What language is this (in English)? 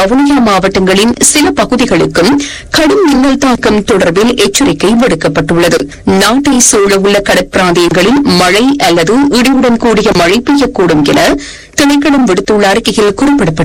Tamil